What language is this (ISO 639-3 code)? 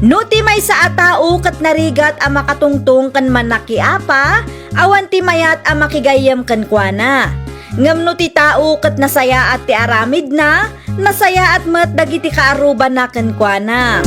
ilo